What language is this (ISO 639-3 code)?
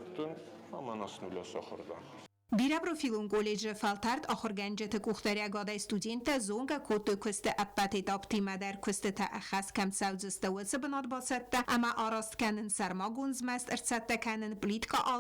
oss